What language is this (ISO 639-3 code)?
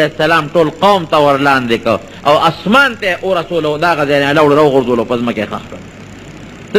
pus